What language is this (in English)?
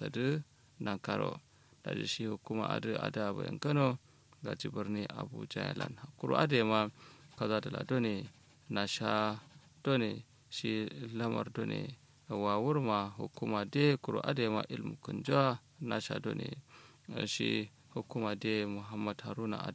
Kanuri